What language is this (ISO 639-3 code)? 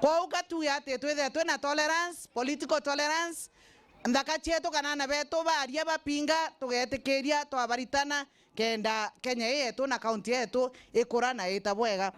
mer